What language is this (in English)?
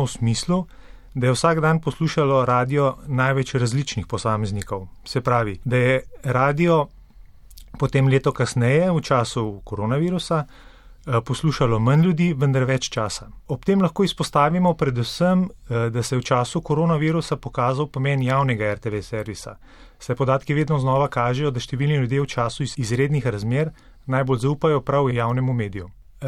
Slovenian